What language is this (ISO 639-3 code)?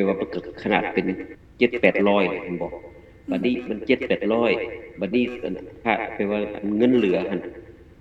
lao